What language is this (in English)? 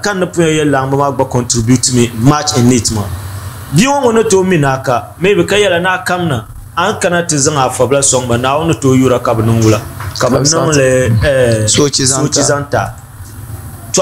Dagbani